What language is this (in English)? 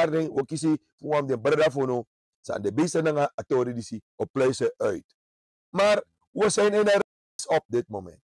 Sranan Tongo